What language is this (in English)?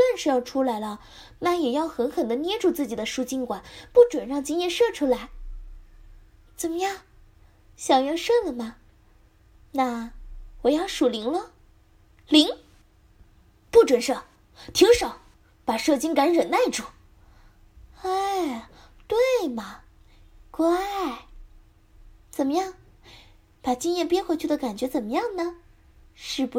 Chinese